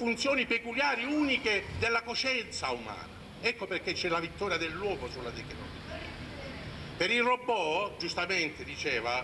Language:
Italian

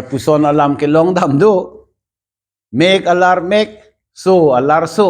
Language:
Karbi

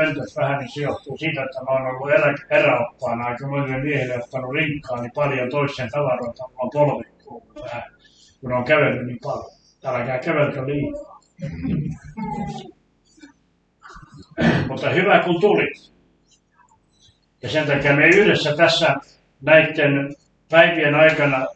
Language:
Finnish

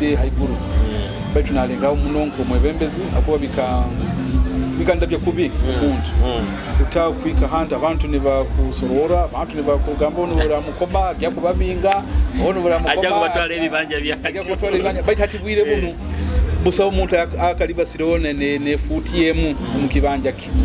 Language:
Nyoro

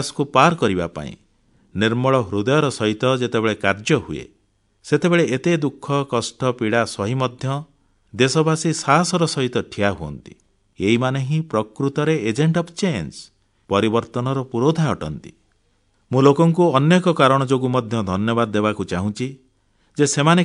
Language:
Odia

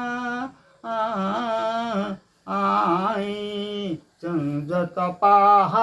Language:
Kok Borok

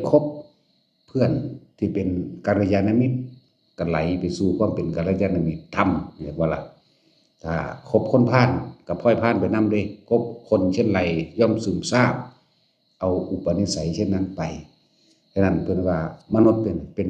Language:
Northeastern Thai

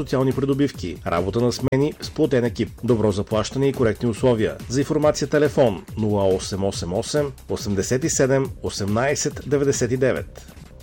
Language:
Bulgarian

